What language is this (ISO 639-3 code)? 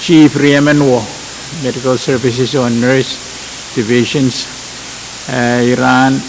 pon